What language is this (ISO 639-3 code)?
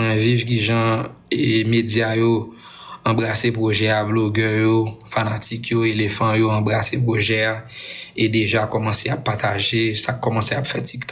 hat